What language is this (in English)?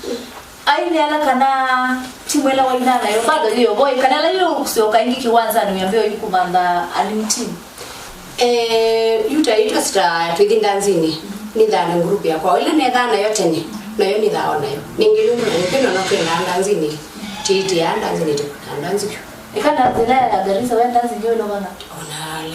Kamba